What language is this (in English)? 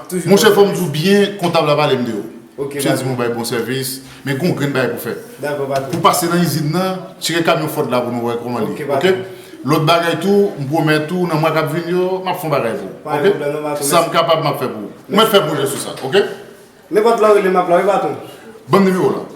Haitian Creole